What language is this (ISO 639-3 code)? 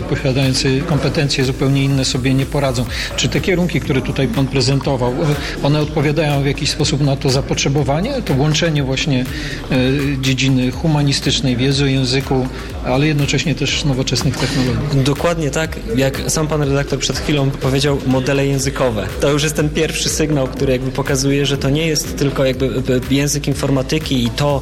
pol